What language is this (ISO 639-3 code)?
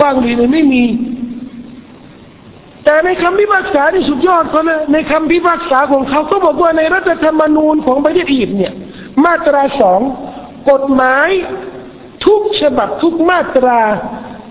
tha